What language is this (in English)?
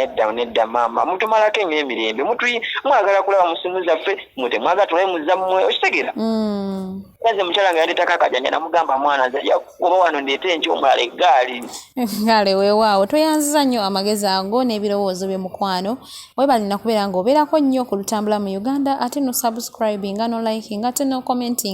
Ganda